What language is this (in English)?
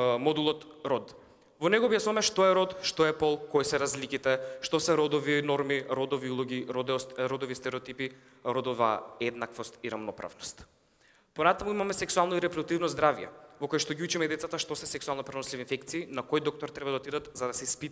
Macedonian